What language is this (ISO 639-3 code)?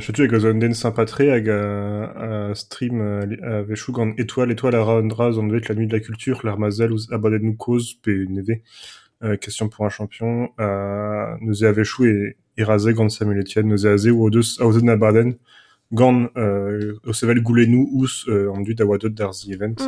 bre